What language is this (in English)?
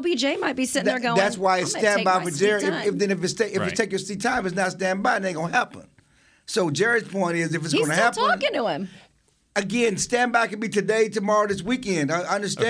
English